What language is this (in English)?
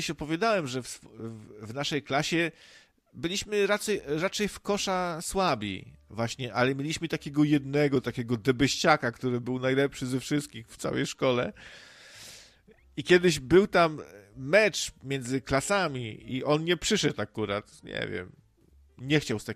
Polish